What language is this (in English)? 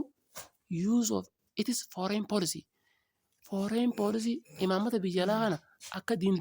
Oromo